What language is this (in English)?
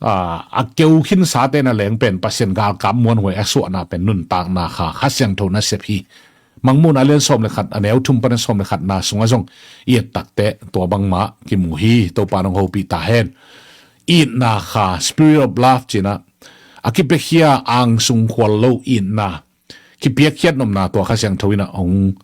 Tedim Chin